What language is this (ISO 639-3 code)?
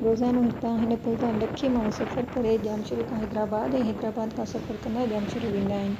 snd